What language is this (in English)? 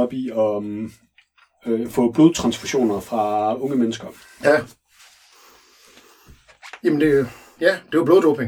Danish